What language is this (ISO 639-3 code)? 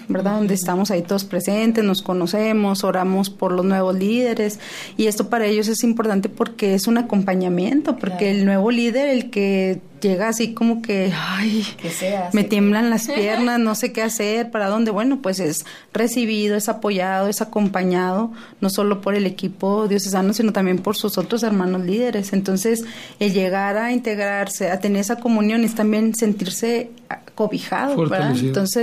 spa